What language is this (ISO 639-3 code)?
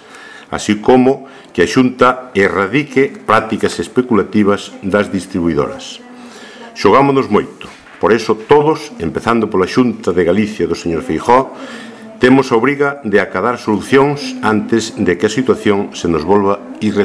glg